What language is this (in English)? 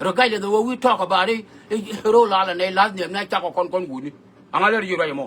Nuer